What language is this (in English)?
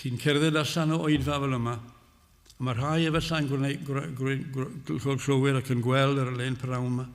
Welsh